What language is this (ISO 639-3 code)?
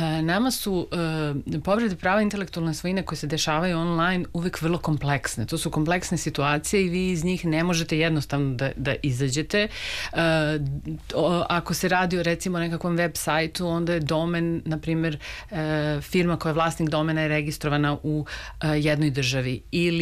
srp